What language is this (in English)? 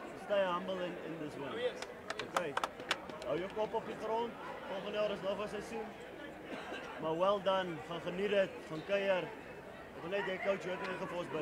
Afrikaans